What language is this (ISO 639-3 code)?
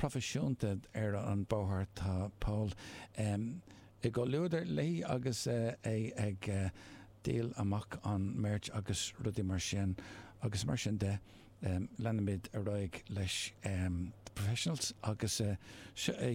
gle